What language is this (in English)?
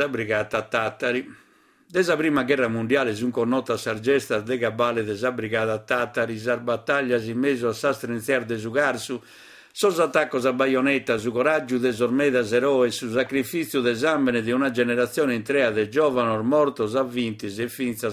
Sardinian